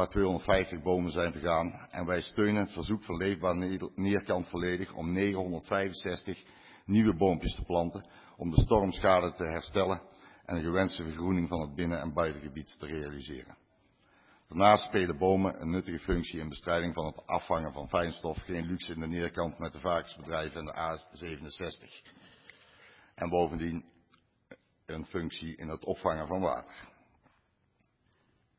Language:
Dutch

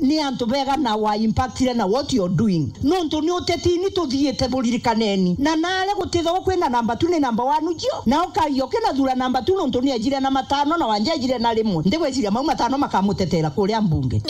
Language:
Meru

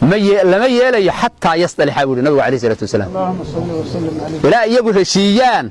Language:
Somali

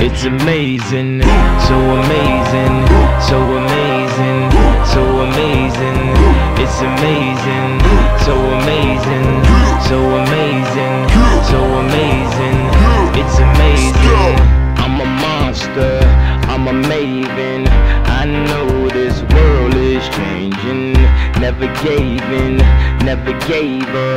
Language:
English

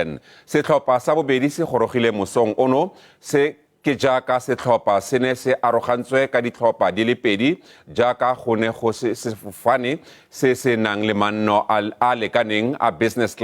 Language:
Tswana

